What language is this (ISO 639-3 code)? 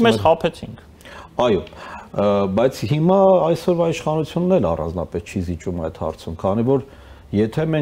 hye